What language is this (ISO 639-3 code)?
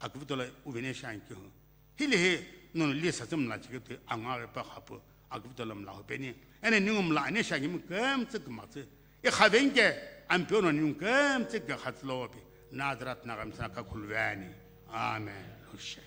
nsm